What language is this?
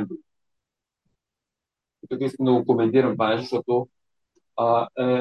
Bulgarian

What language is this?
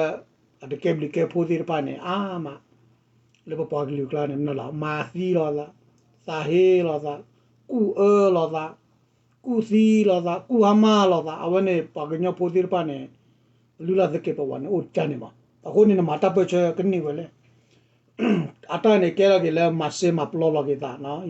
S'gaw Karen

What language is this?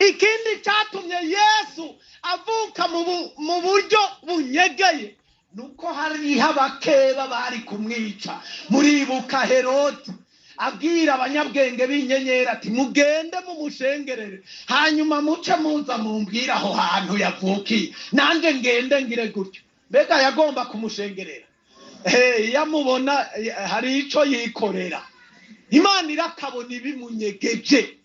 Rundi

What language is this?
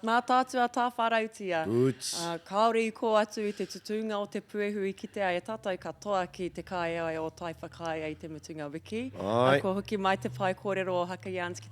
Māori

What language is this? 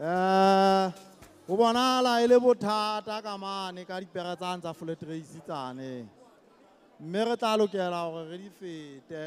Southern Sotho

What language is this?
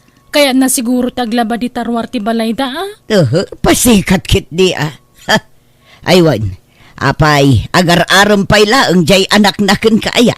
Iloko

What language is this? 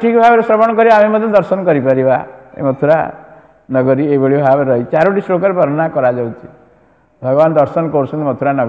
Odia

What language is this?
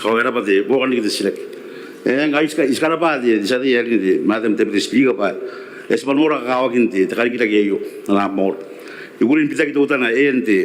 Gilbertese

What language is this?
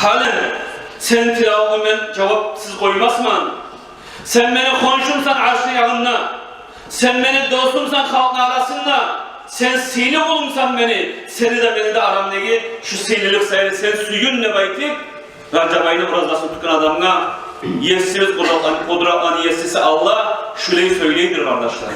Kumyk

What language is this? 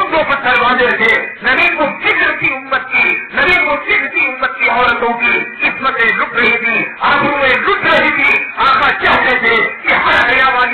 Urdu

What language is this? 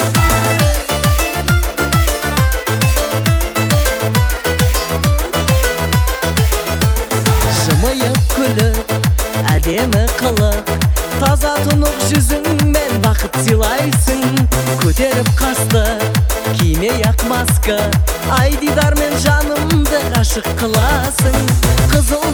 Kazakh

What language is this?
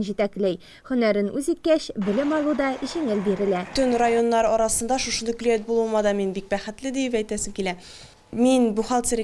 Tatar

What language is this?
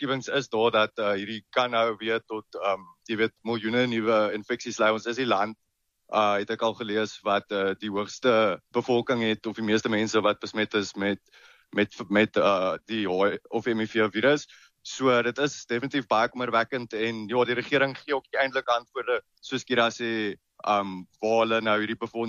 Afrikaans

